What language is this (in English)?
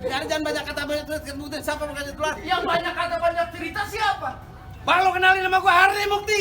Betawi